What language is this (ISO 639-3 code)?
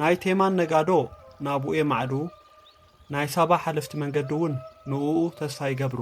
tir